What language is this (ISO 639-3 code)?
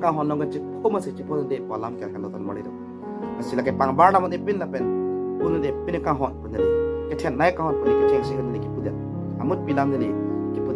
mjw